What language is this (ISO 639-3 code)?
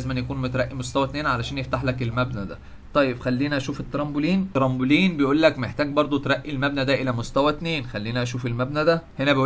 arz